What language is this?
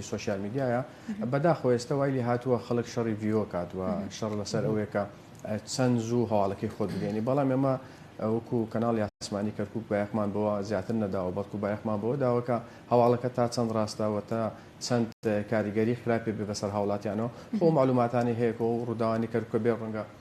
Central Kurdish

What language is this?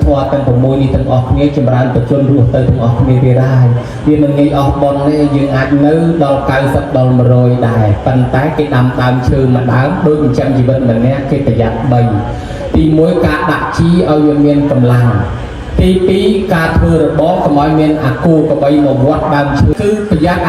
Khmer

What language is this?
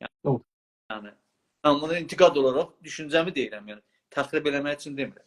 South Azerbaijani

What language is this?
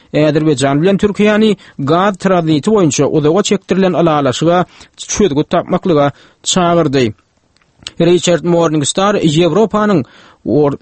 Turkmen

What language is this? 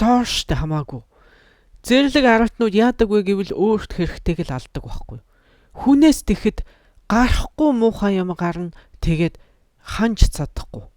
Mongolian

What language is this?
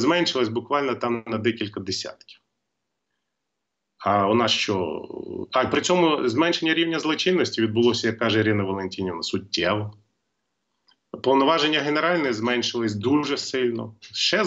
Ukrainian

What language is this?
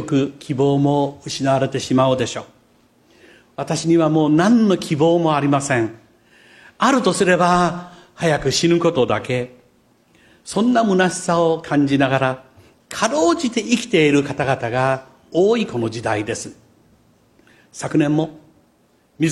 Japanese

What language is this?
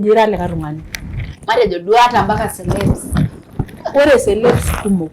Masai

